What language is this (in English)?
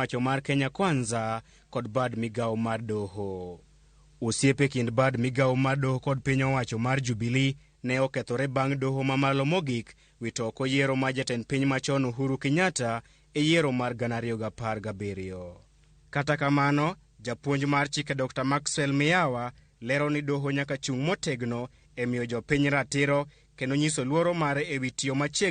Luo (Kenya and Tanzania)